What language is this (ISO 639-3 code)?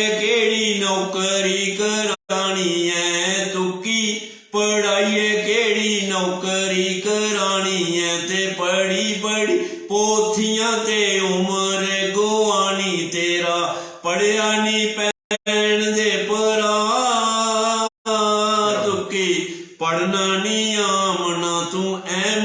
doi